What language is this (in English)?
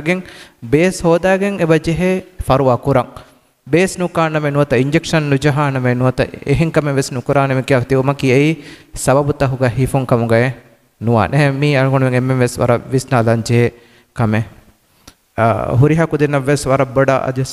Divehi